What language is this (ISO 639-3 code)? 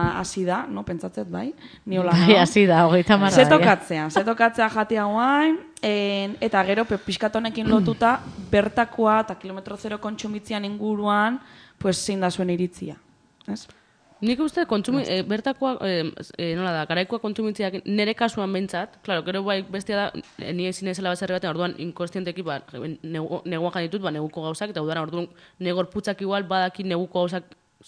eus